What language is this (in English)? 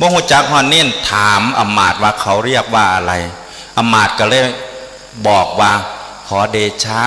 Northeastern Thai